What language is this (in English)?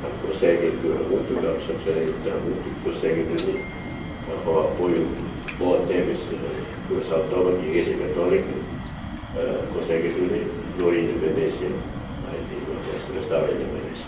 Tetum